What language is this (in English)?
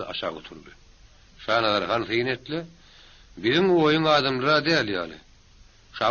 Turkmen